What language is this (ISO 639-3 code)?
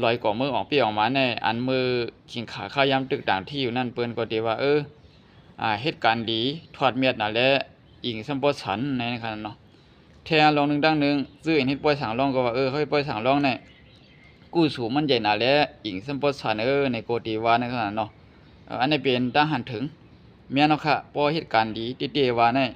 shn